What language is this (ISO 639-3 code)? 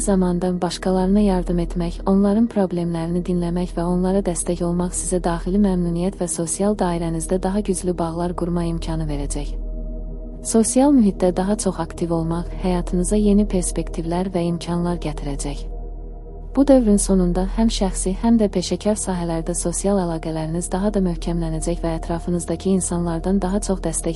aze